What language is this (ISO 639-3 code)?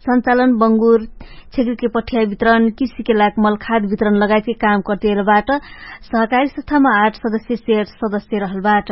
thl